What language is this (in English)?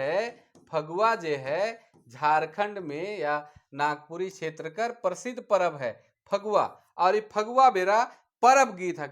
Sadri